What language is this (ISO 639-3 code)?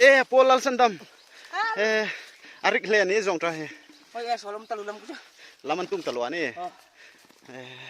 hmr